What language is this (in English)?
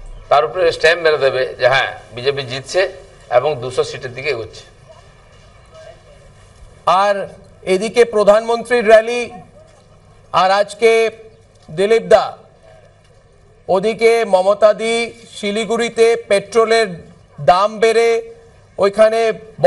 Bangla